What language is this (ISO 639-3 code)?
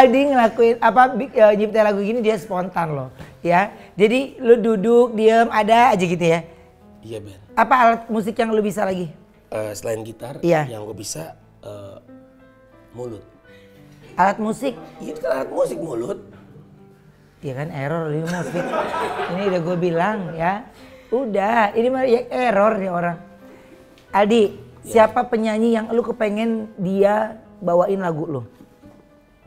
ind